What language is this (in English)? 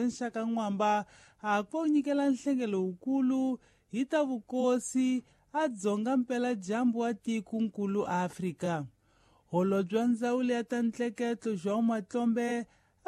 Tsonga